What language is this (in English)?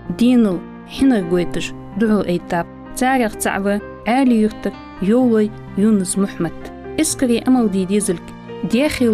Ingush